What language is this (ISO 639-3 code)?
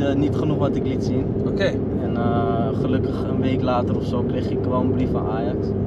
nld